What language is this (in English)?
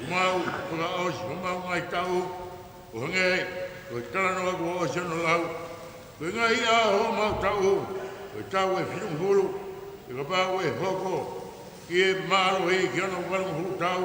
Tongan